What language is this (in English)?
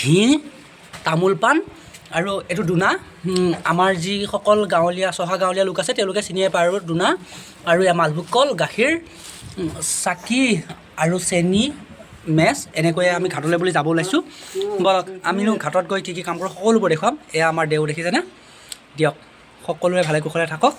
Assamese